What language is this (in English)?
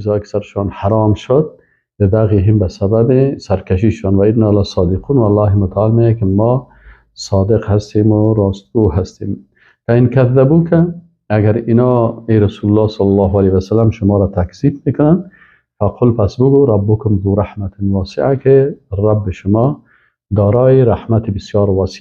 Persian